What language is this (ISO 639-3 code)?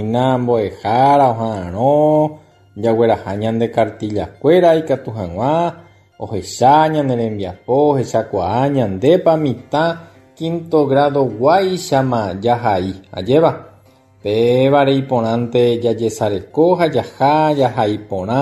grn